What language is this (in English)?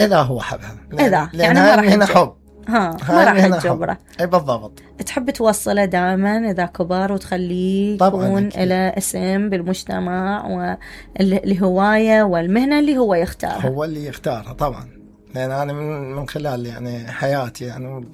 Mesopotamian Arabic